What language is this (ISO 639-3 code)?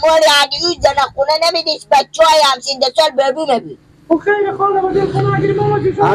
fas